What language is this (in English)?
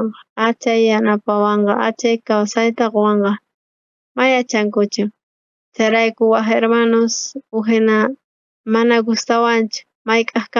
South Bolivian Quechua